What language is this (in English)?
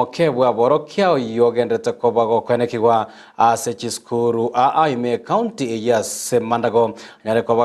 Gusii